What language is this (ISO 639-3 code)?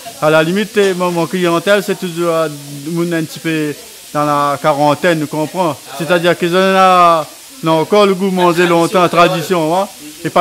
rcf